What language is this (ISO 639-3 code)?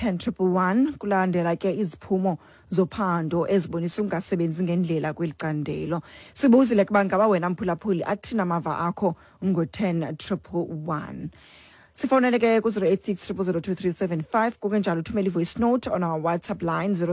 xho